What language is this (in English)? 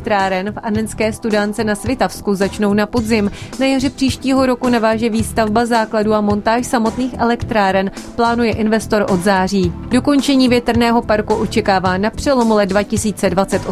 Czech